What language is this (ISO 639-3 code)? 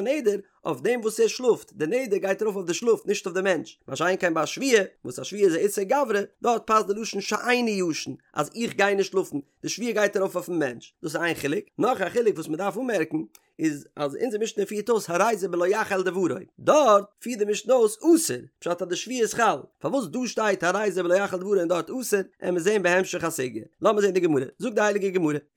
yid